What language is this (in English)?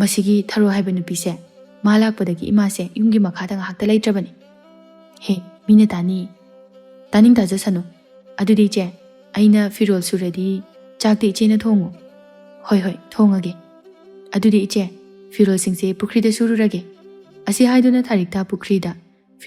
Manipuri